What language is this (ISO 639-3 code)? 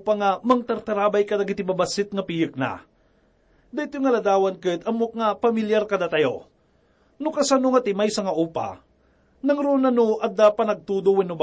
ilo